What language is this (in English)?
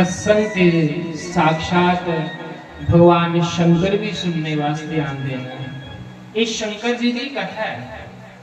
Dogri